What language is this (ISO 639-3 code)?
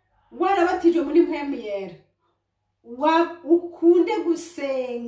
run